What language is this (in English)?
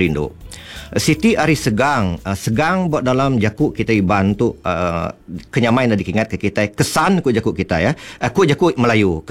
Iban